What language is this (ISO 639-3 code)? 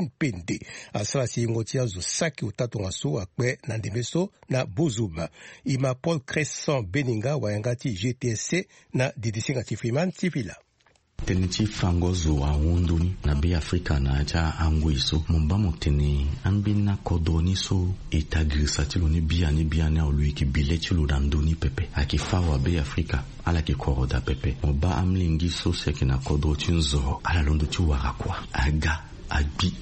sag